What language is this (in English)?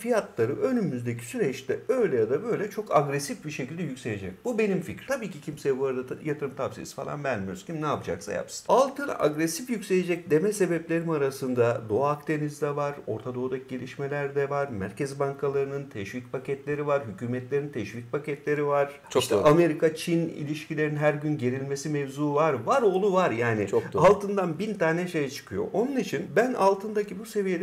Turkish